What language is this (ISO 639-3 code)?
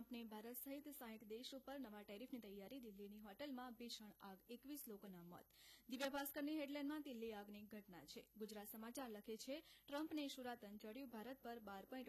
guj